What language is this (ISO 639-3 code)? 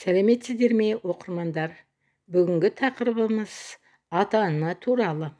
kaz